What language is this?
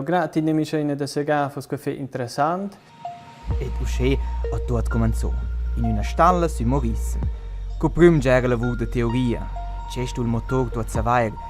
Romansh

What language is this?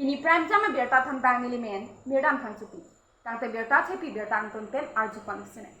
Karbi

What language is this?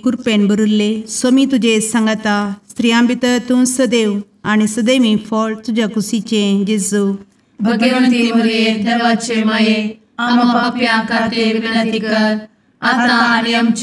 Konkani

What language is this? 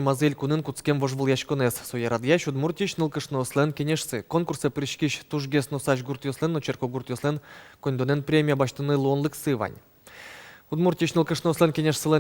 Udmurt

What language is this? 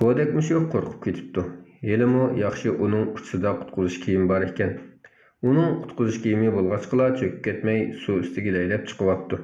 Uyghur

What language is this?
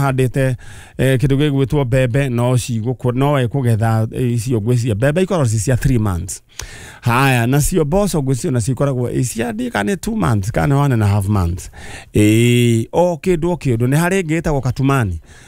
Kikuyu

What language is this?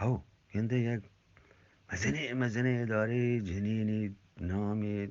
Eastern Balochi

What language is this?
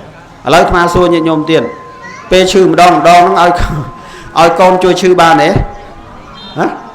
Khmer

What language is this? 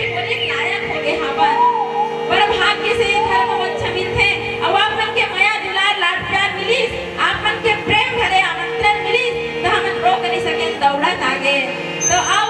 Chhattisgarhi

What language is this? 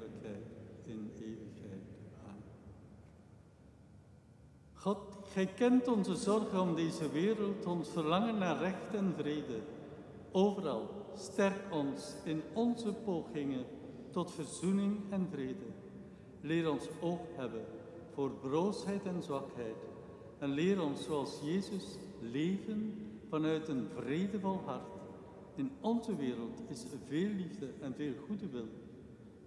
Dutch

